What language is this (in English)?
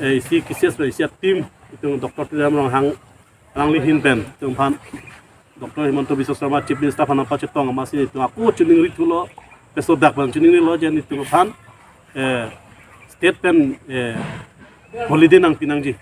Karbi